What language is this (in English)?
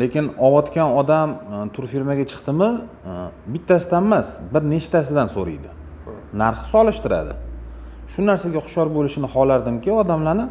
Uzbek